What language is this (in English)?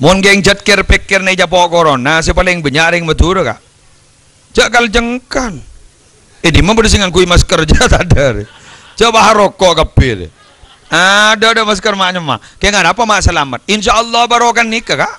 Madurese